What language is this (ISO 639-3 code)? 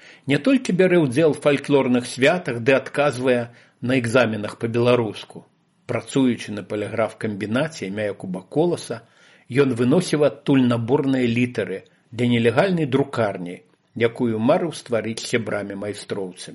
bel